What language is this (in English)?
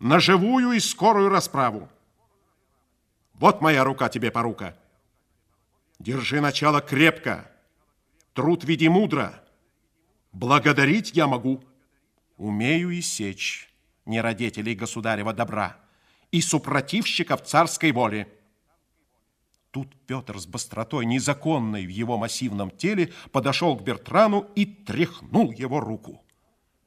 Russian